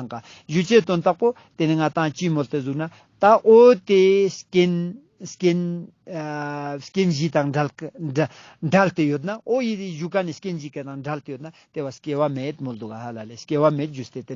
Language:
Ladakhi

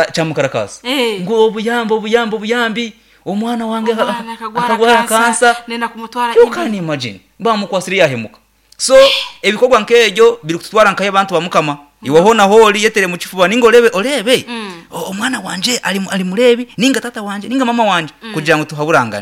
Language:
Nyankole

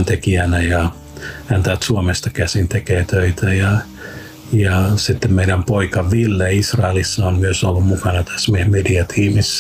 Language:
Finnish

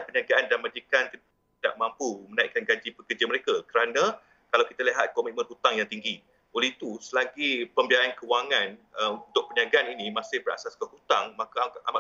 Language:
Malay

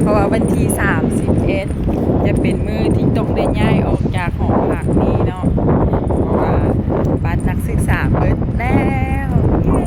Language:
Lao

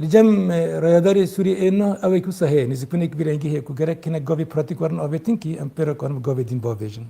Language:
Kurdish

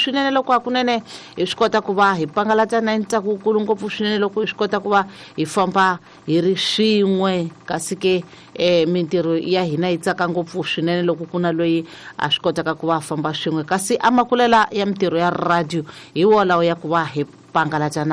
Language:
Tsonga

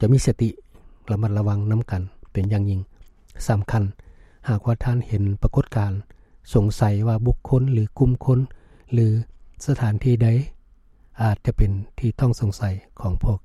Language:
Lao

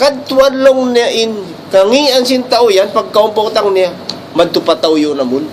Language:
Tausug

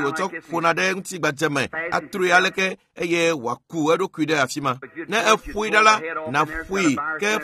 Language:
Ewe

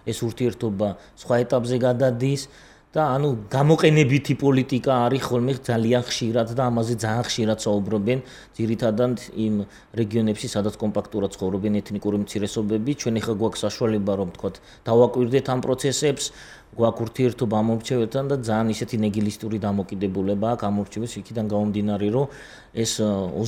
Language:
Georgian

